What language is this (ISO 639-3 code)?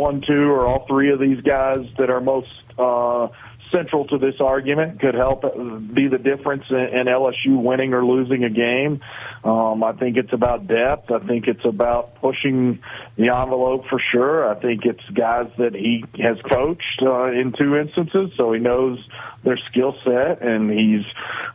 eng